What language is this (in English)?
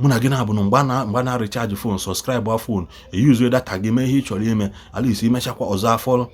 Igbo